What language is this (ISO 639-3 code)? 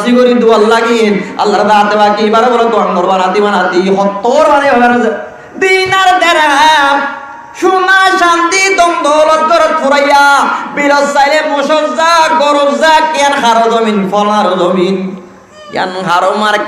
rhg